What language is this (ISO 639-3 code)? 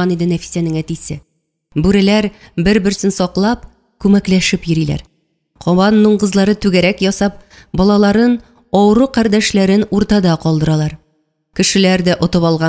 tat